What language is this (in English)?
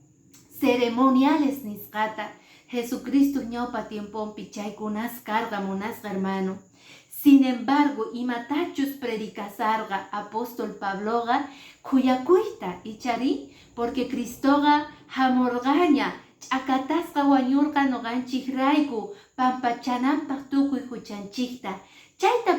Quechua